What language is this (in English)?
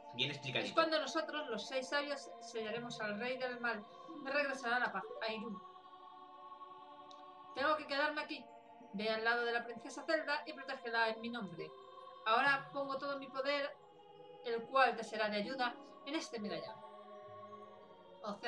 Spanish